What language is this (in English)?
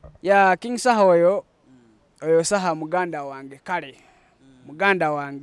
Ganda